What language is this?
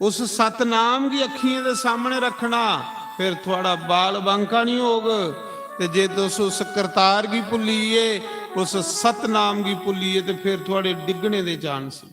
Dogri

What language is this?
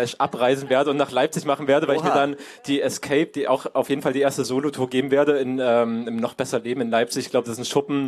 German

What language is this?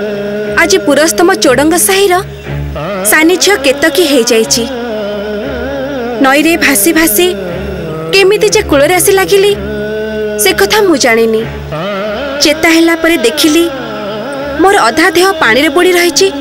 Odia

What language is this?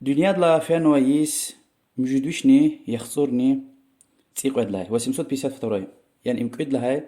Lezghian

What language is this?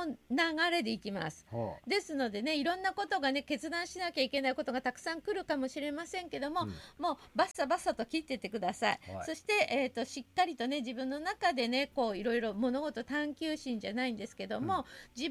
Japanese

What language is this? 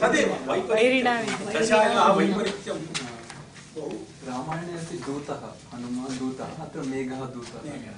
Sanskrit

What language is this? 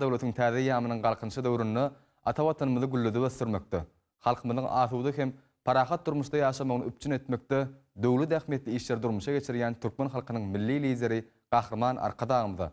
Turkmen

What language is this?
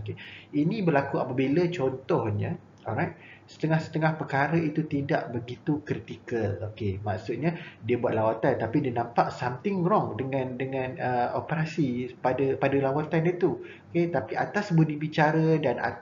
Malay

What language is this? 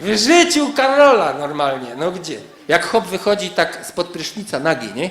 Silesian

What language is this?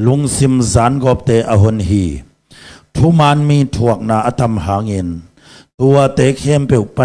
Tedim Chin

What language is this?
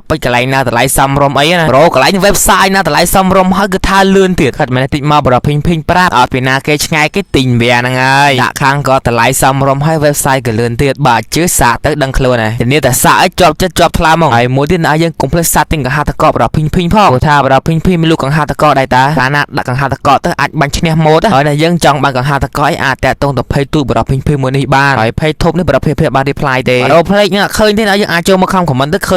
Khmer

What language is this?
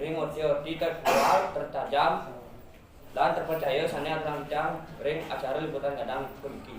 Balinese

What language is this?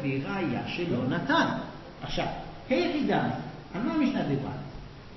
Hebrew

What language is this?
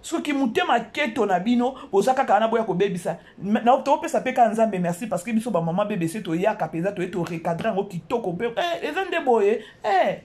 Lingala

